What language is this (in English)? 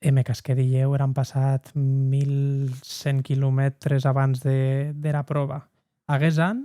Occitan